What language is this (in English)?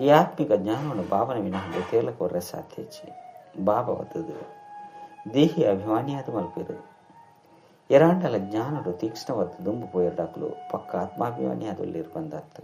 Tulu